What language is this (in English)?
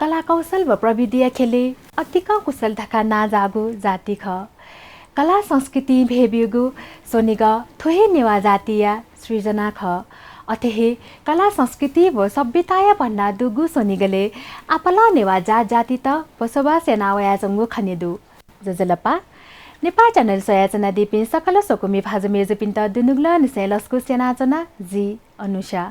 Newari